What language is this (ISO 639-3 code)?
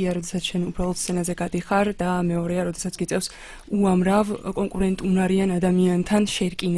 kat